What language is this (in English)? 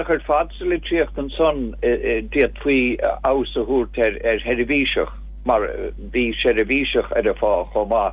Irish